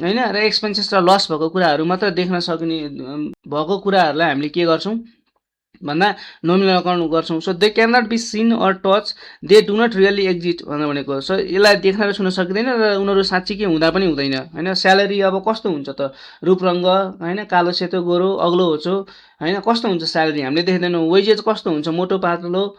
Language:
Nepali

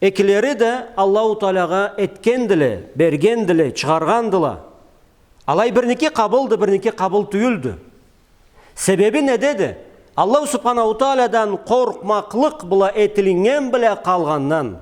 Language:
Karachay-Balkar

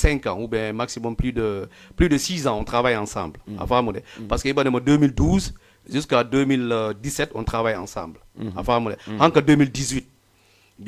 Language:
Fula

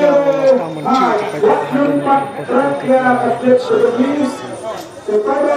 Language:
Khasi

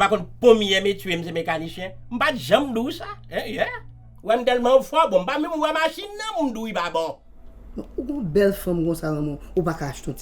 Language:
Haitian Creole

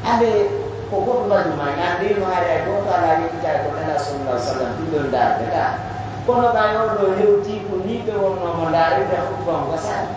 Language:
Pular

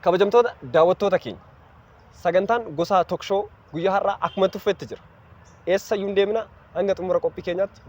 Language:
Oromo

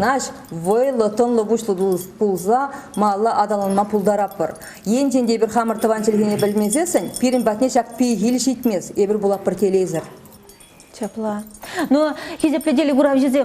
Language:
Chuvash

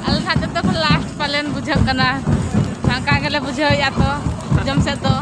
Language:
Santali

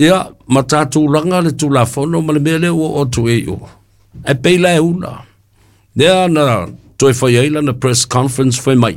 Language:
Samoan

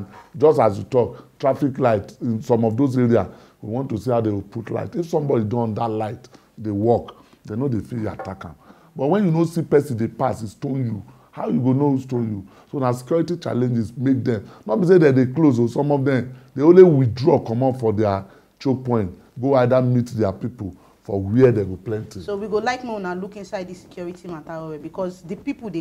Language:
Nigerian Pidgin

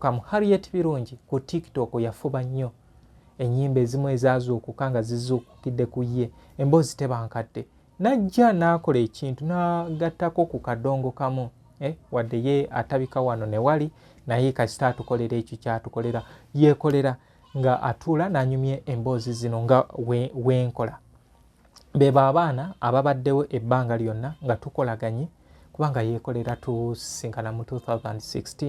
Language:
Ganda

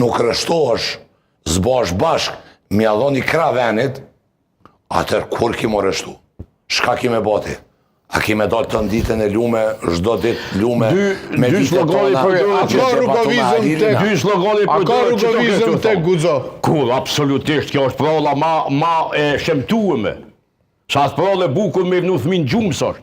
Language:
Albanian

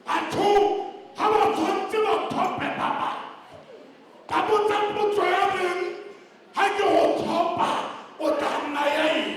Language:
Tswana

